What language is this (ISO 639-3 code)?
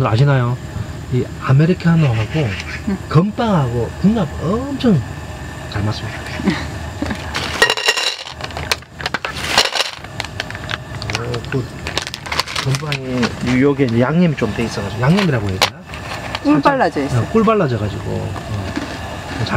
kor